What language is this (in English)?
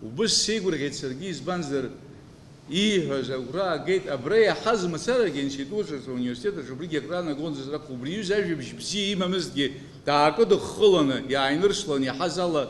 Abkhazian